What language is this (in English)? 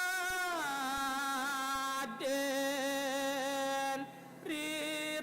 Balinese